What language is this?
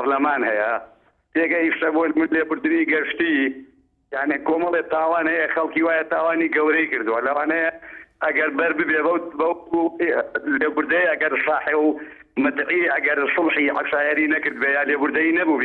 Central Kurdish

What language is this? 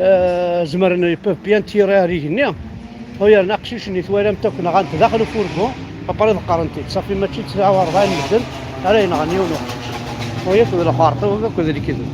Kabyle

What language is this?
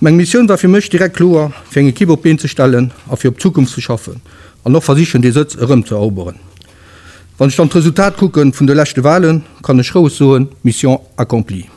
Luxembourgish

